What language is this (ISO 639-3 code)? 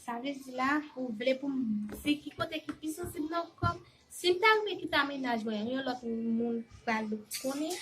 hat